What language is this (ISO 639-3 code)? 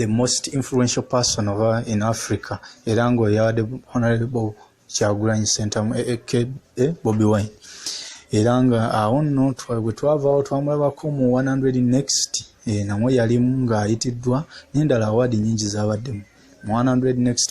lug